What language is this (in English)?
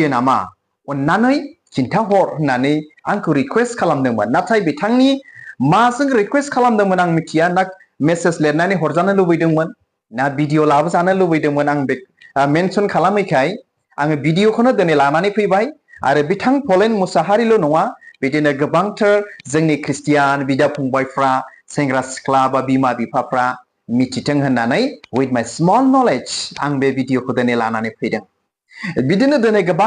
Bodo